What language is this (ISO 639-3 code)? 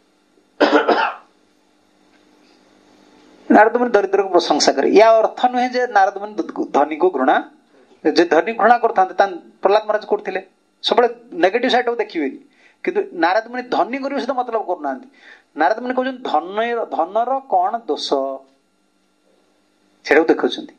ori